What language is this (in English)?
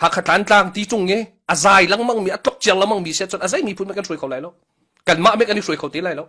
Hakha Chin